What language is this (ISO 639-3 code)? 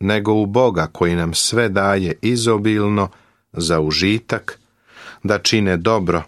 srp